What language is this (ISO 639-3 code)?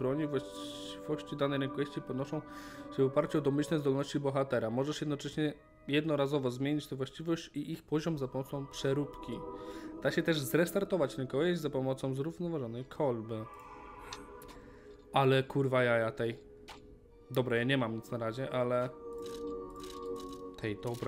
pol